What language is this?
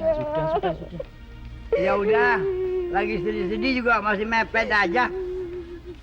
Betawi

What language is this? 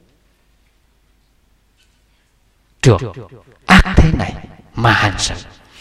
Vietnamese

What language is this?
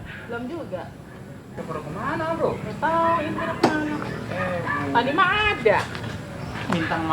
Betawi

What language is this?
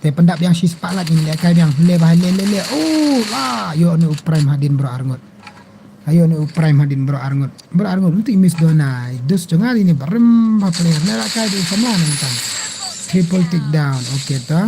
Khasi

